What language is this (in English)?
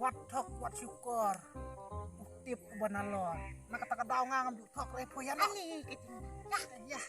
Khasi